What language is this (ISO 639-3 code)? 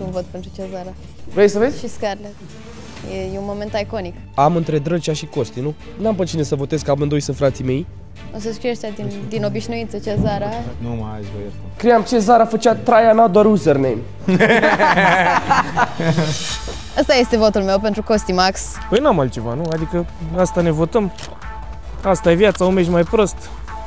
ron